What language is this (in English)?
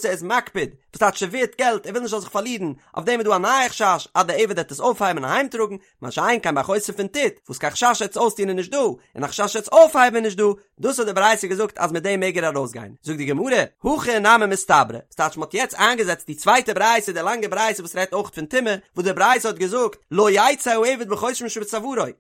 Yiddish